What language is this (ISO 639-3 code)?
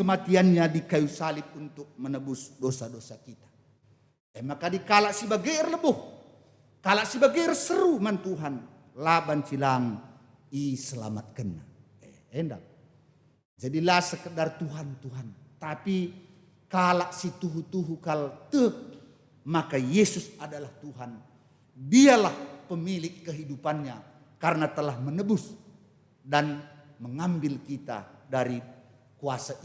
btx